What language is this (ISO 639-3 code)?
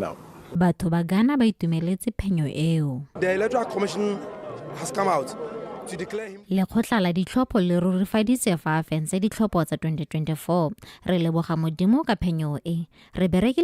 tsn